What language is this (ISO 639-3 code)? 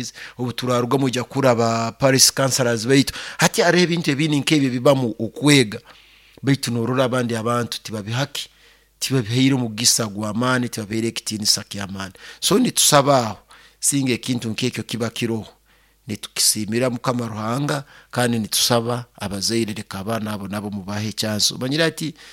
nyo